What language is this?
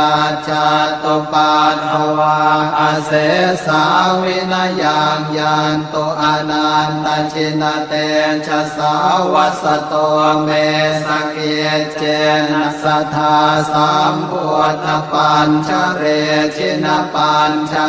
Pali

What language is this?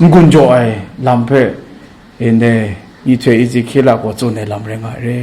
Kachin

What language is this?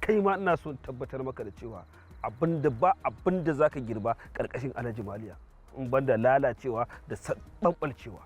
Hausa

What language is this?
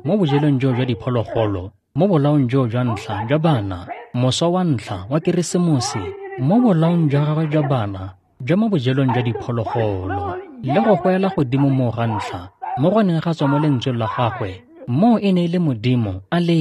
Tswana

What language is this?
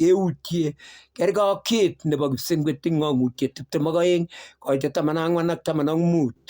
Kalenjin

